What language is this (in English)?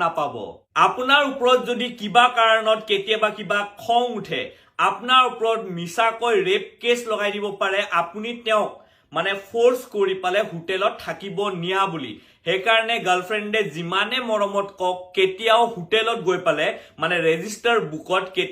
Assamese